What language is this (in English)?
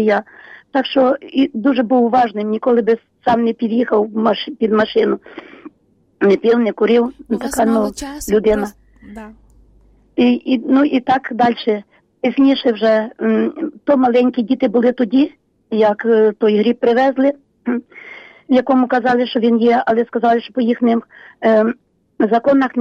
Ukrainian